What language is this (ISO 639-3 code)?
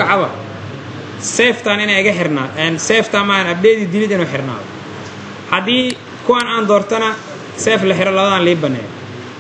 som